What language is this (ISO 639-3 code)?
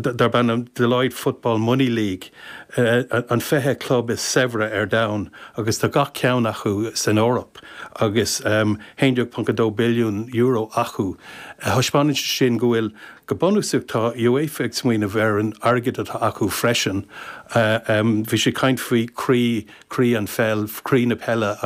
gle